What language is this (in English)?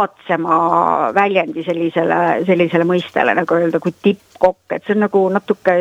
Estonian